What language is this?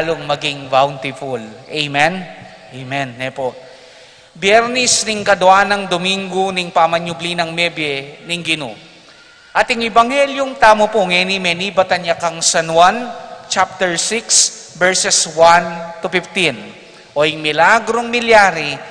Pampanga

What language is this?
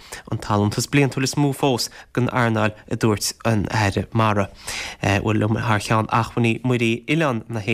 Irish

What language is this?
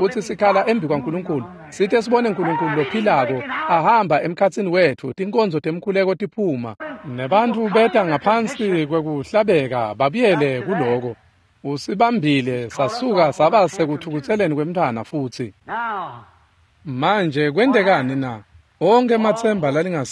Swati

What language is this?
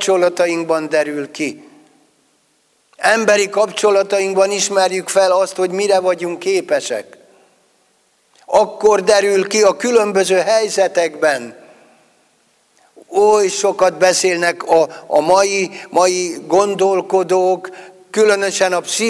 Hungarian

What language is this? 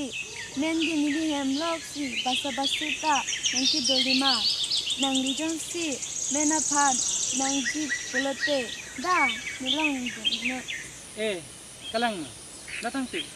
Karbi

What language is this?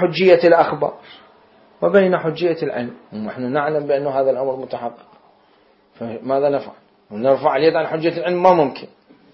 Mesopotamian Arabic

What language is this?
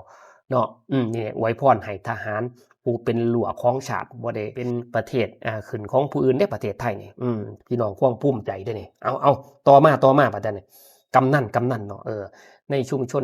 Lao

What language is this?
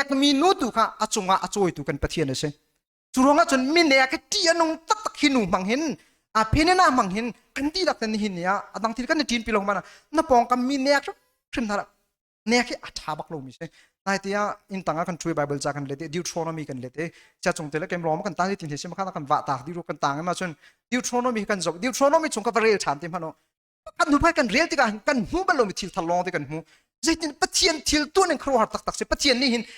Hakha Chin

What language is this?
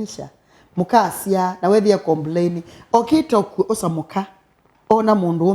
Kamba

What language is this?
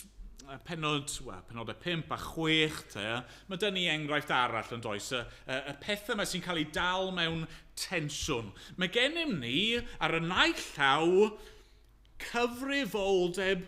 Welsh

